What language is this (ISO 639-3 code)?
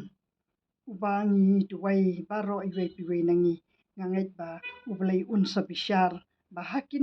kha